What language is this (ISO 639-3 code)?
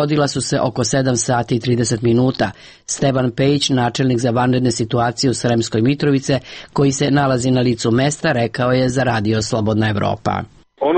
srp